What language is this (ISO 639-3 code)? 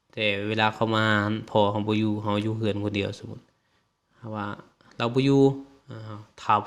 lao